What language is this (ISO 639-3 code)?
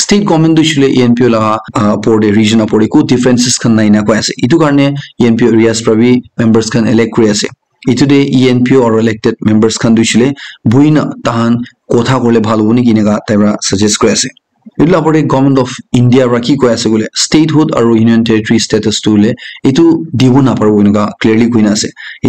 nag